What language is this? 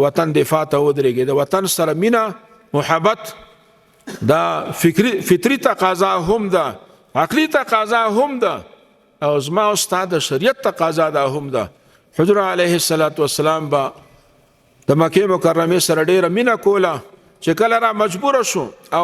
Pashto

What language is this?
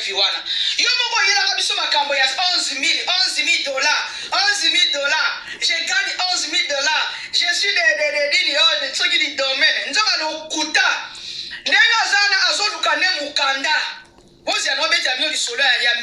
Lingala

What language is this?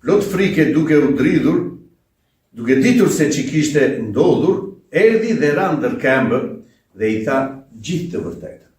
Albanian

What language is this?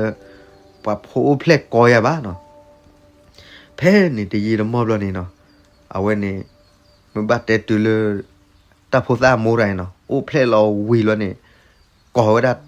S'gaw Karen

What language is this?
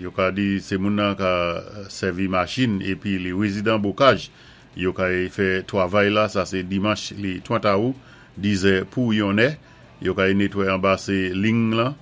Saint Lucian Creole French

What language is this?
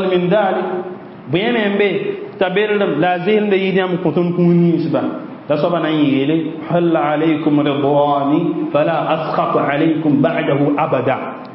Mossi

